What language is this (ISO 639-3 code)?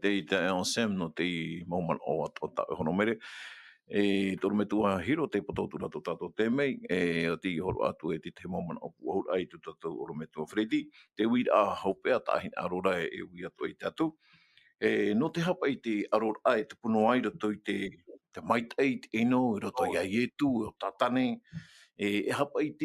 tah